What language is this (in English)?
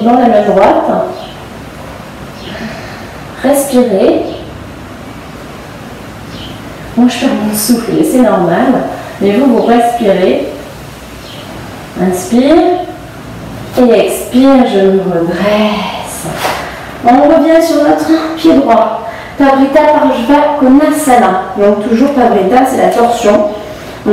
French